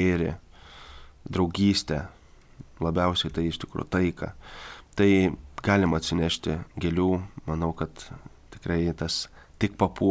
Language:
Lithuanian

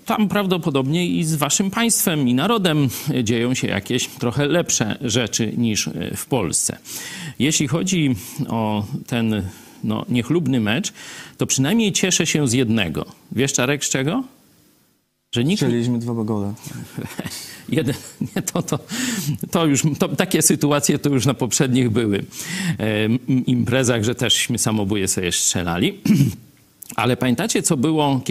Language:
Polish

